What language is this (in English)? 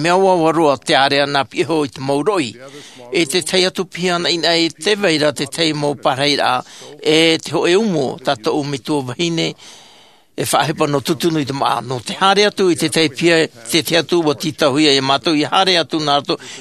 Tahitian